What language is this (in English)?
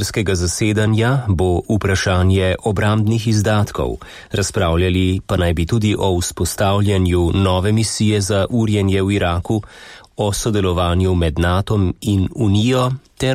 Slovenian